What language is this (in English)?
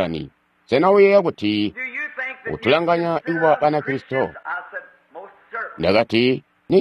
Tonga (Zambia)